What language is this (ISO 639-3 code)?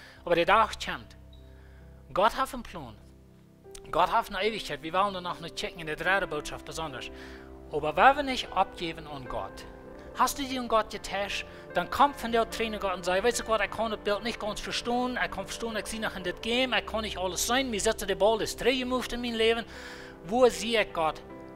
pdt